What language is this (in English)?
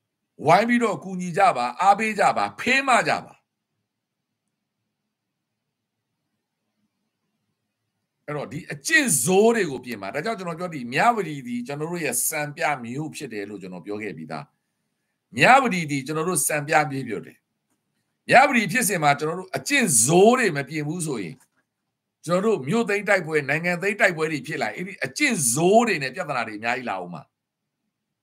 Burmese